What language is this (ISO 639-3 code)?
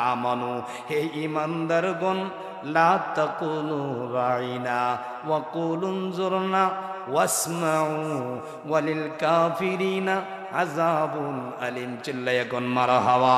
syl